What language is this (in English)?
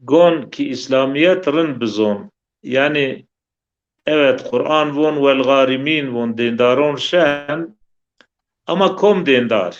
Zaza